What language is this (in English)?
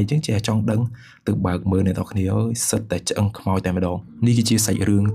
Khmer